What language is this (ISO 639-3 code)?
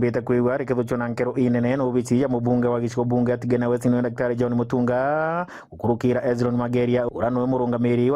mer